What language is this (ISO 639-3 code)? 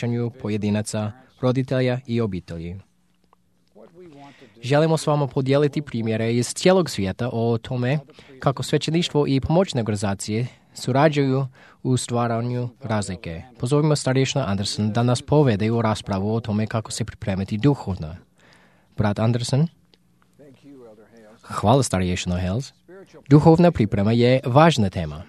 hrv